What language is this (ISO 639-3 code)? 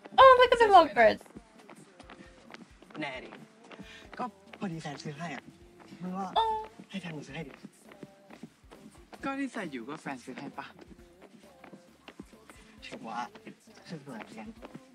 tha